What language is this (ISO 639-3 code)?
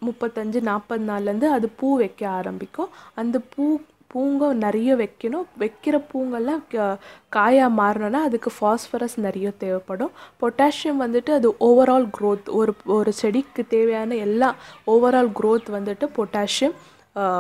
tam